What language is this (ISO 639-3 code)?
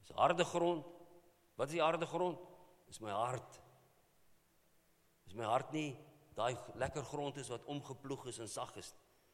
afr